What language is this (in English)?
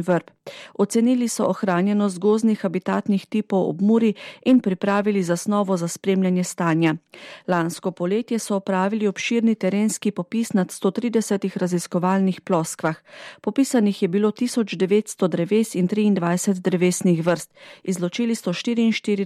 Slovenian